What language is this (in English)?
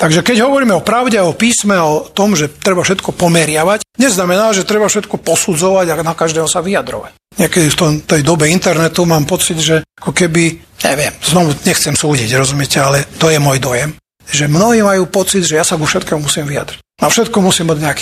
Slovak